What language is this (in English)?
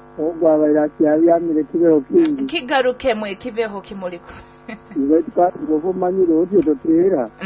Nyoro